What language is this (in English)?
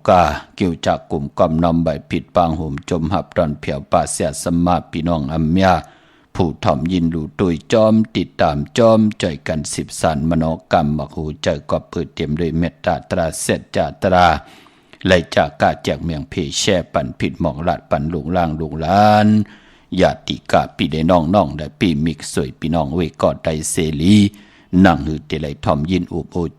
Shan